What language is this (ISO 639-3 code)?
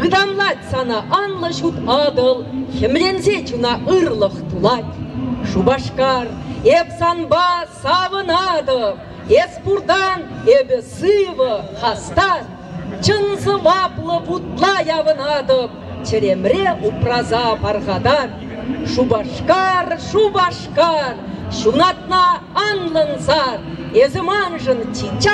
chv